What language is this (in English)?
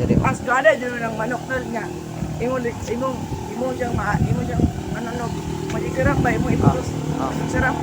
Cebuano